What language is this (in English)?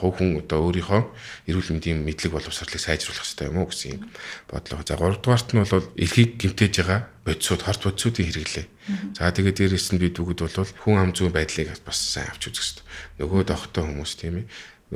Mongolian